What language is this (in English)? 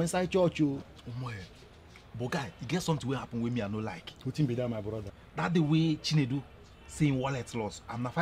Nigerian Pidgin